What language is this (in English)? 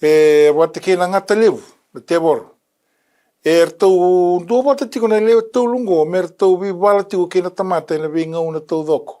Fijian